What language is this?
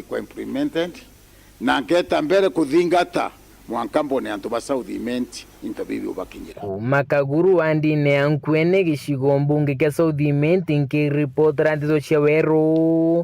Meru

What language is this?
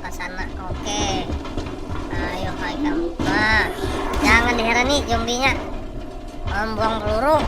Banjar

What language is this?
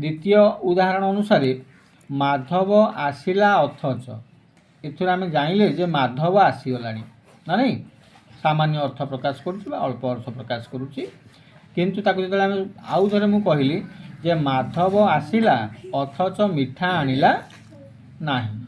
Odia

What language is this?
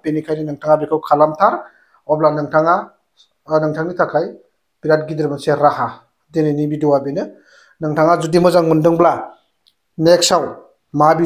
Bodo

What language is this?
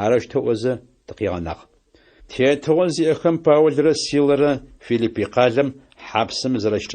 Adyghe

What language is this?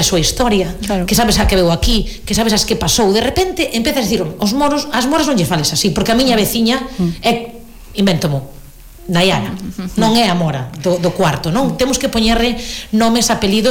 Galician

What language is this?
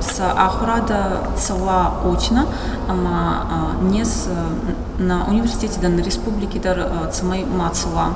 Ossetic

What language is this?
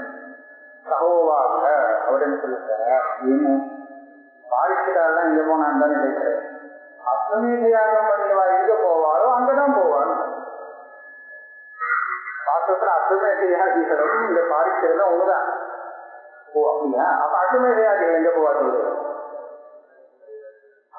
Tamil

